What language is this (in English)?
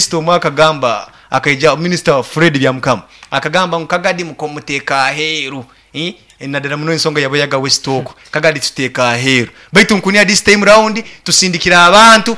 Nyankole